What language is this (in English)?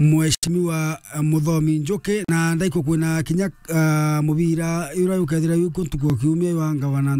Meru